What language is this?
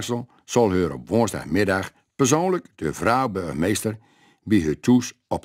Gronings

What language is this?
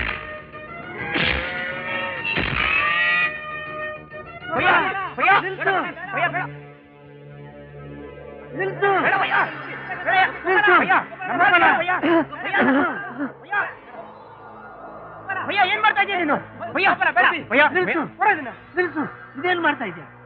Kannada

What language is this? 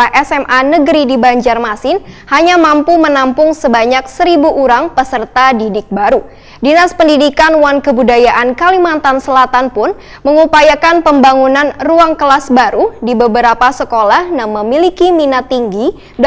Banjar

